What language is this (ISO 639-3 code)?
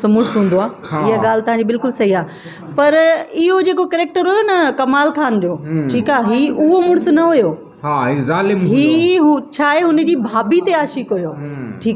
snd